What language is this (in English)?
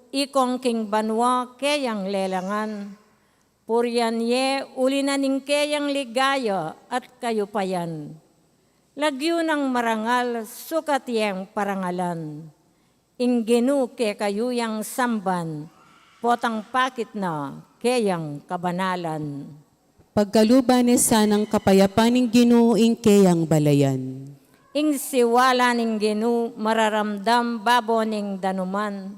Pampanga